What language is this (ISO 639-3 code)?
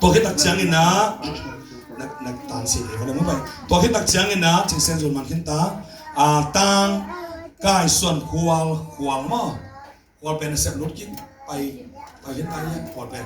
ctd